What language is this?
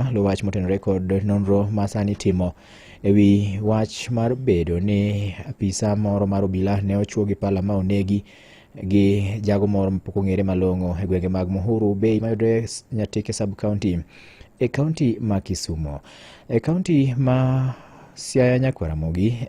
Luo (Kenya and Tanzania)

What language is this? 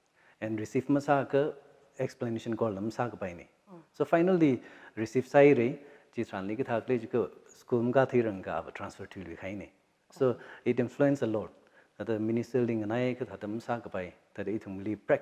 Tangkhul Naga (India)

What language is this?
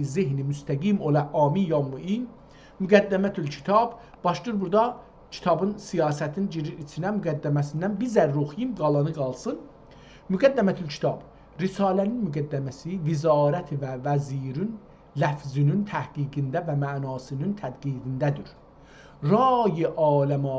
South Azerbaijani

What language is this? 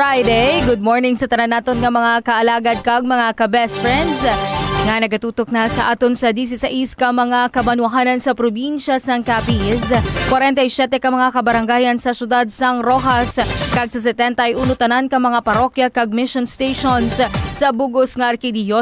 Hiligaynon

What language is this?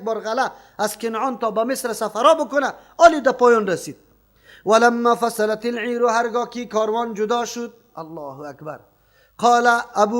Persian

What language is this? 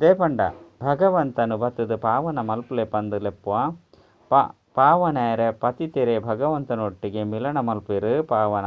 Tulu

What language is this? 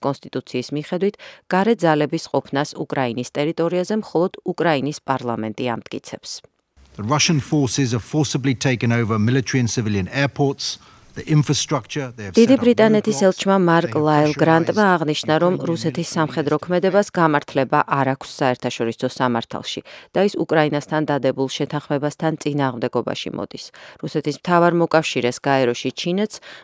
Georgian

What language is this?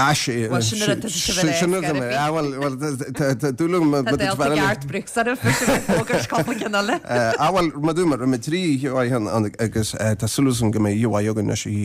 Irish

